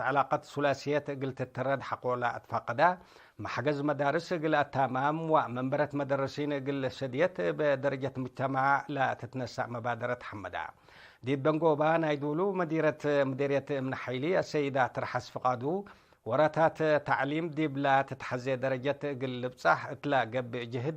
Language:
Tigre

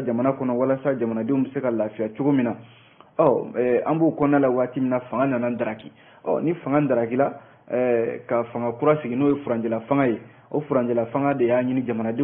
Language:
Bambara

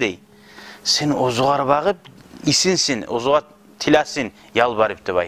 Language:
Kumyk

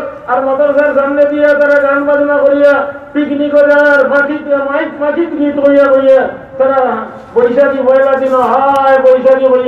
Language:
Sylheti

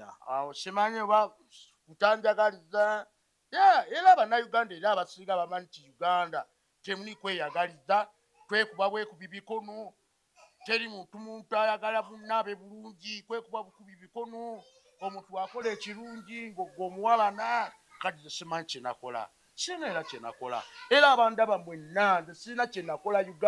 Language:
Ganda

